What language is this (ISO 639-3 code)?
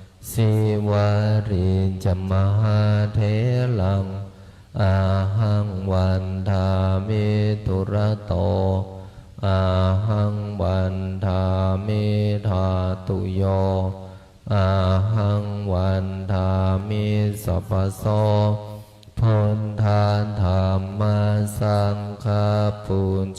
pli